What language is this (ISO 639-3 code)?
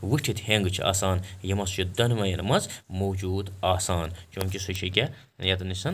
kas